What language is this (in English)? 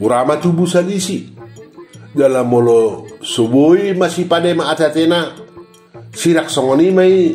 Batak Toba